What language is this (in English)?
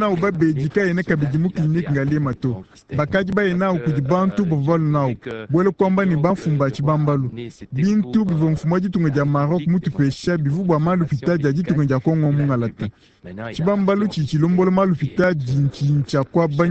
Luba-Lulua